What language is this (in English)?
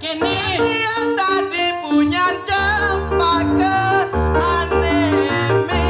Balinese